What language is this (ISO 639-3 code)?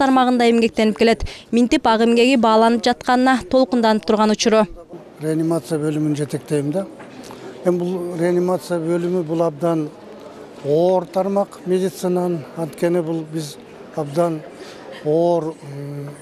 kir